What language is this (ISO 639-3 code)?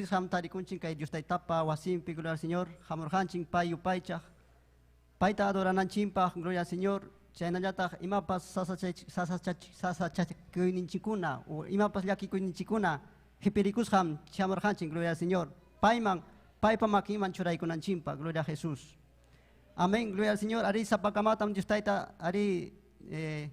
quy